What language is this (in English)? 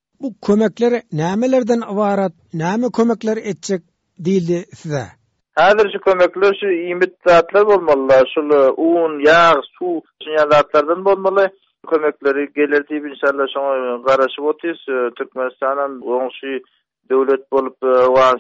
Turkmen